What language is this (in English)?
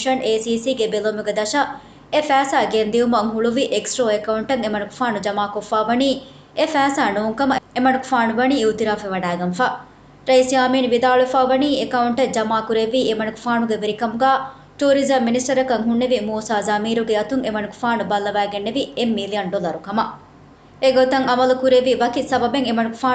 Divehi